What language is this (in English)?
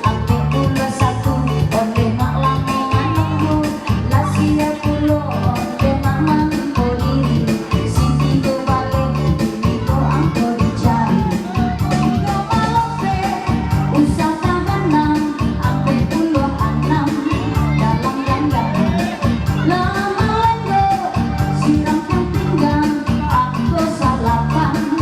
Minangkabau